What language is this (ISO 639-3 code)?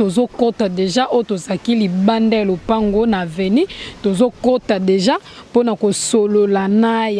lin